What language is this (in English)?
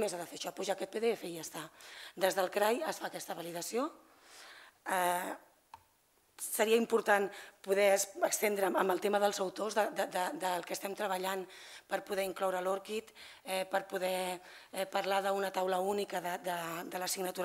Catalan